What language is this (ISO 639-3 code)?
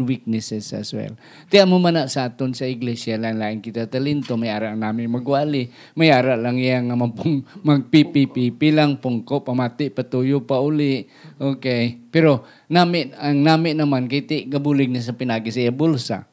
hil